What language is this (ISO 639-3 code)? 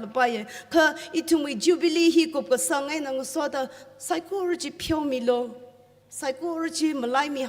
nmf